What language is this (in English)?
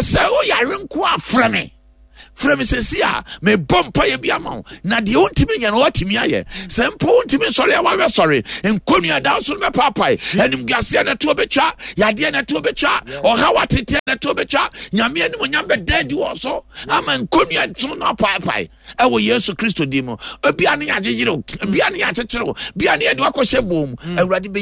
Akan